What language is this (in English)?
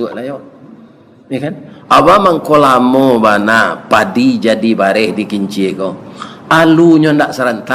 Minangkabau